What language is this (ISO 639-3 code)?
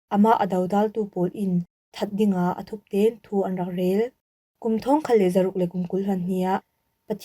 cfm